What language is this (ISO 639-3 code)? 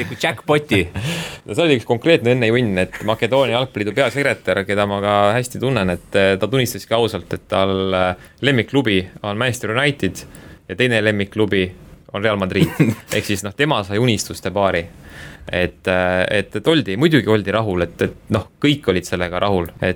est